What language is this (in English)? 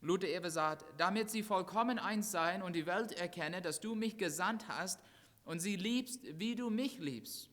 Plautdietsch